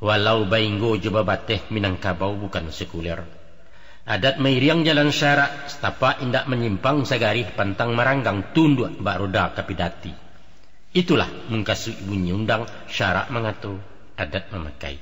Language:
Minangkabau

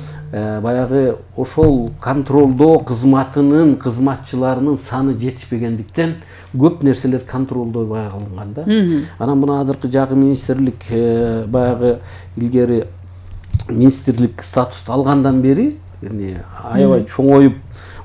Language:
Kyrgyz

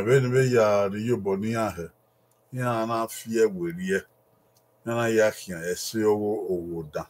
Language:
Bini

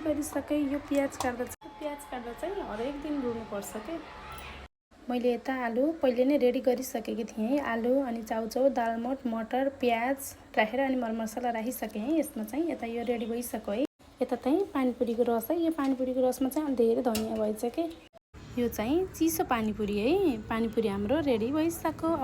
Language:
Nepali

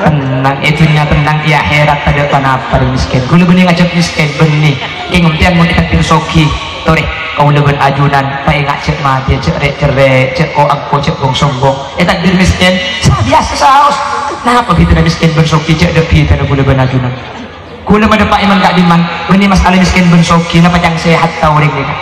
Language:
Madurese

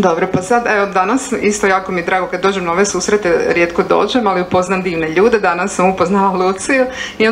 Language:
Croatian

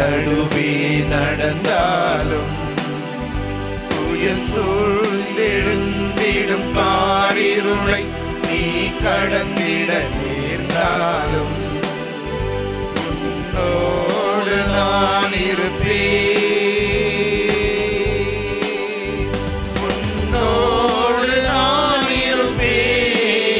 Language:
Tamil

